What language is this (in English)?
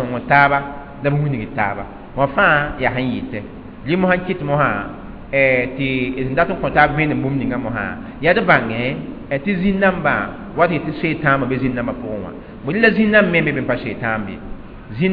Mossi